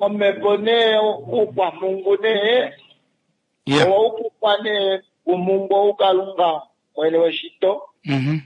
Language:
Kuanyama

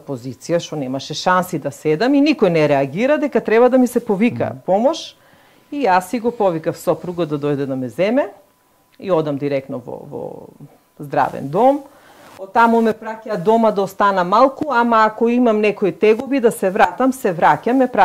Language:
Macedonian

